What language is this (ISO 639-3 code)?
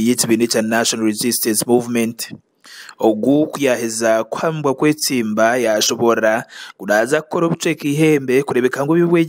nyn